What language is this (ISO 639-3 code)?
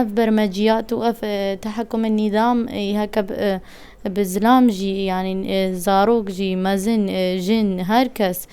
kur